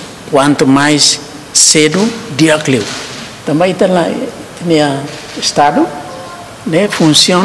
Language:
Tetum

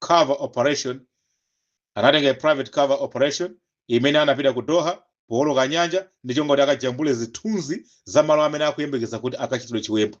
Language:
Nyanja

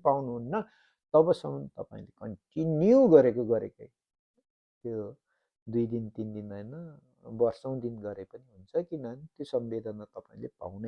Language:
Nepali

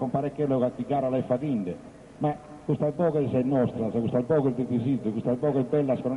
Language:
Sardinian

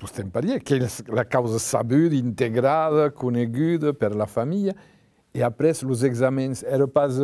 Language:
Occitan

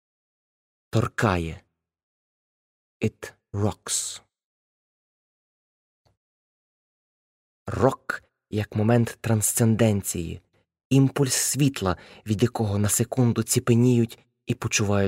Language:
Ukrainian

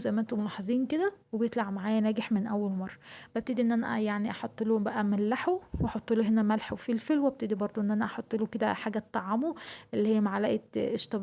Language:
Egyptian Arabic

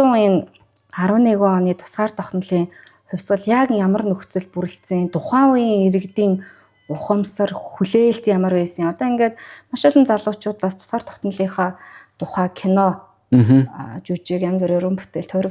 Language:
Mongolian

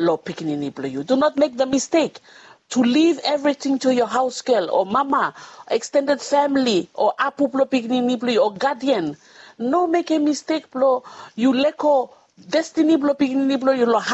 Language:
Bislama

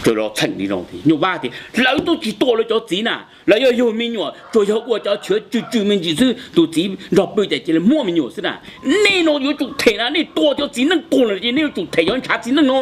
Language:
Hmong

